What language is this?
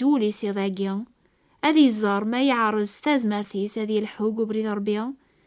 Kabyle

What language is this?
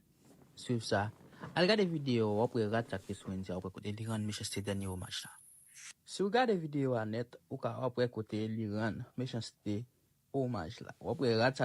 Haitian Creole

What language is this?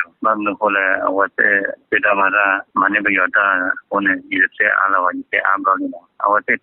S'gaw Karen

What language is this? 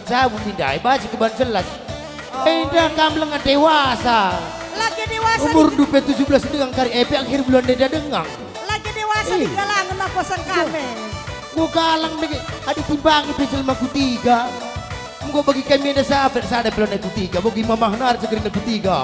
Batak Karo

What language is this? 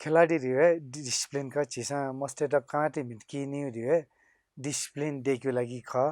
Newari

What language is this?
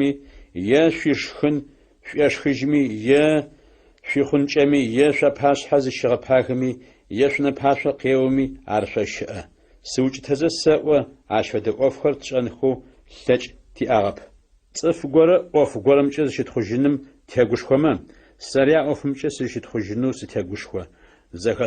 Adyghe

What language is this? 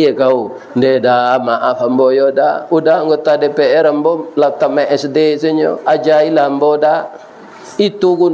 Minangkabau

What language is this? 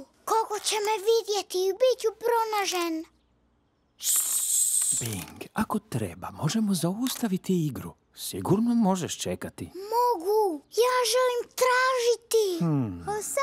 Croatian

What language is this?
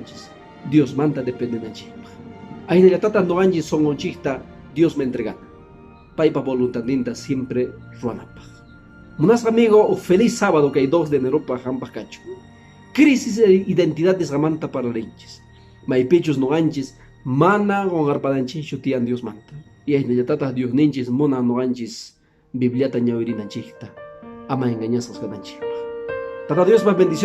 Quechua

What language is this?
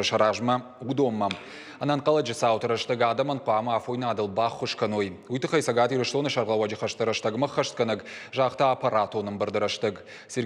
Ossetic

